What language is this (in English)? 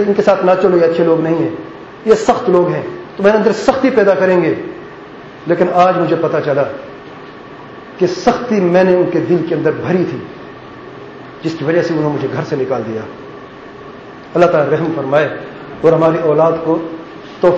Urdu